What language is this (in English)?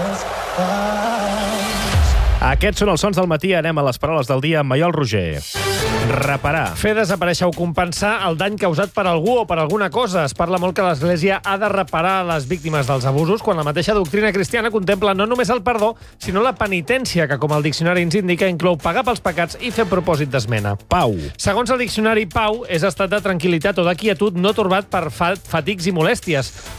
Catalan